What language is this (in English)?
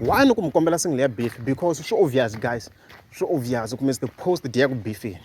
Tsonga